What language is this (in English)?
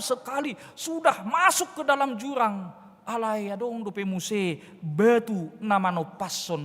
Batak Toba